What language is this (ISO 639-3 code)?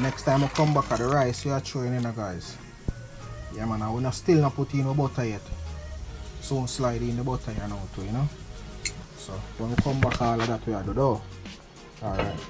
jam